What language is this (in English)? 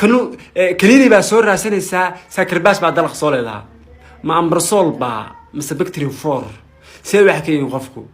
Somali